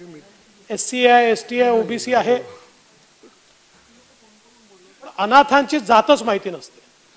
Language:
Marathi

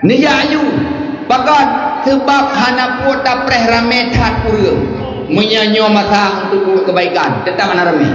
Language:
Achinese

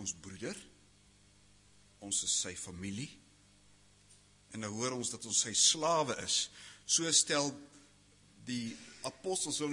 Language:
Afrikaans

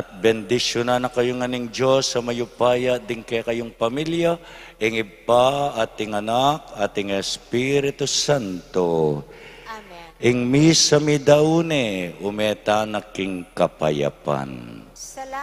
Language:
Pampanga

